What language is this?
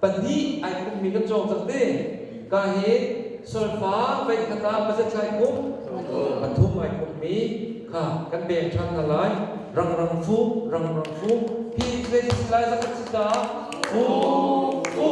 Hakha Chin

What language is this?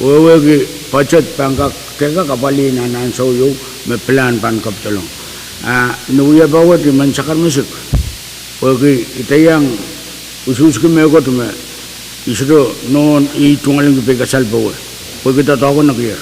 Pohnpeian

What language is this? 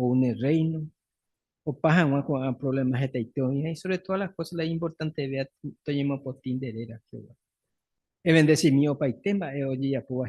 Guarani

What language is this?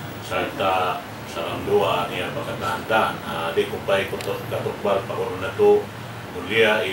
Tausug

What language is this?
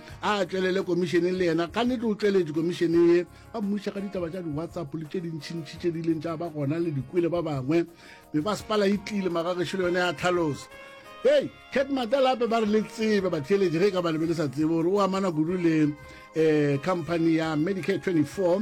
Northern Sotho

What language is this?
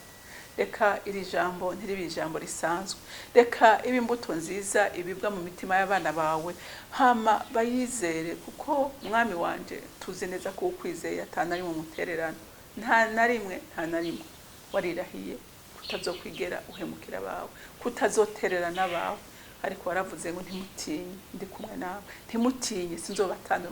Rundi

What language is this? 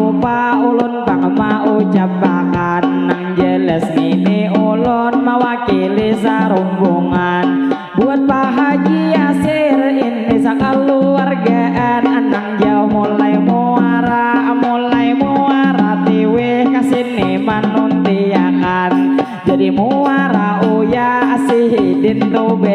Banjar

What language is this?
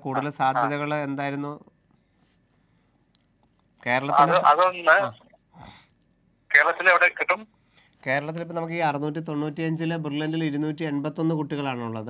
Malayalam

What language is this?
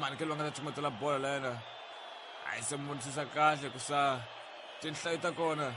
Tsonga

